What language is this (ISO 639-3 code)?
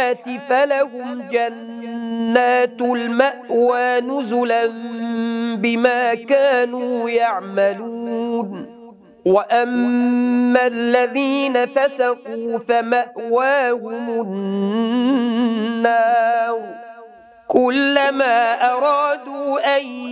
ara